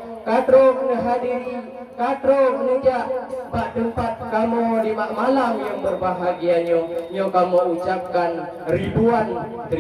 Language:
Achinese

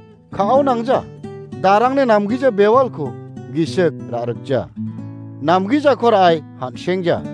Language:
Garo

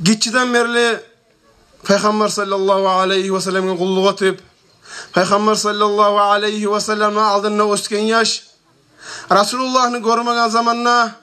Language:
Kumyk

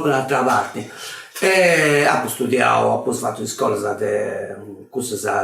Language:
Sardinian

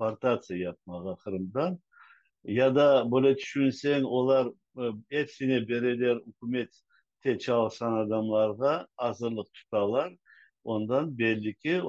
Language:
Crimean Tatar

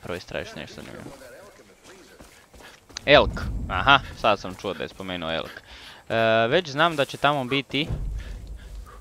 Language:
Croatian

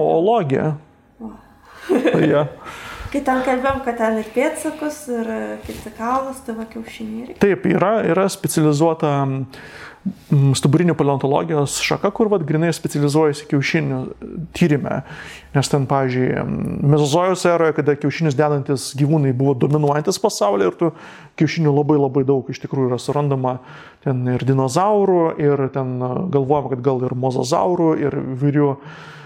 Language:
Lithuanian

